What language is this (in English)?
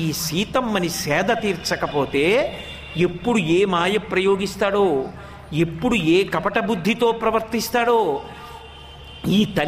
Telugu